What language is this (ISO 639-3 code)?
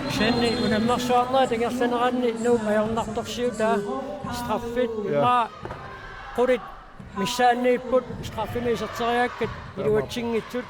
kal